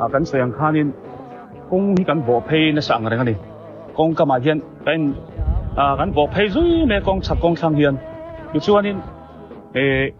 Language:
Biete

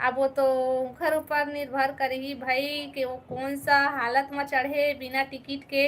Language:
Chhattisgarhi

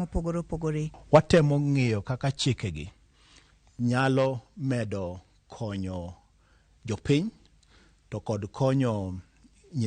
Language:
Luo (Kenya and Tanzania)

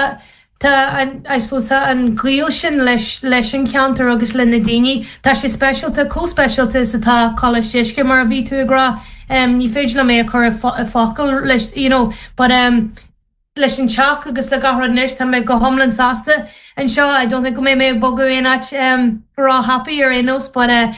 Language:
Irish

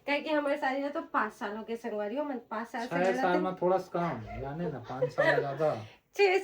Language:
Chhattisgarhi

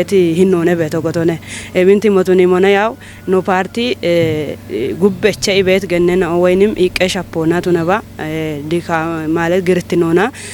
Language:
Kafa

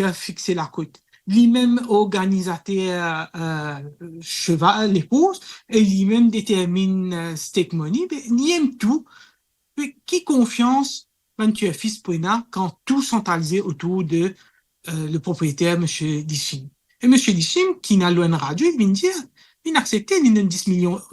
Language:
Morisyen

